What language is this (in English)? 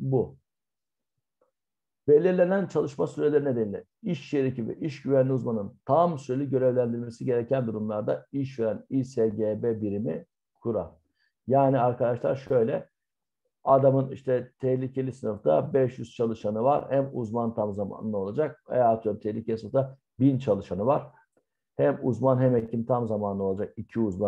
Turkish